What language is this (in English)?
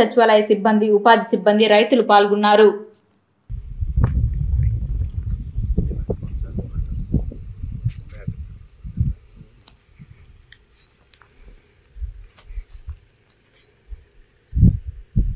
Telugu